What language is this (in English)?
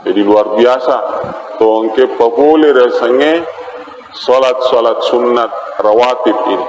Buginese